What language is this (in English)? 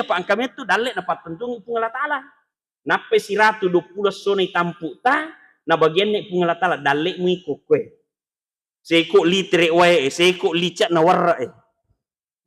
Buginese